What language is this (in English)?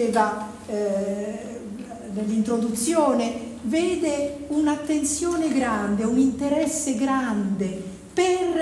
Italian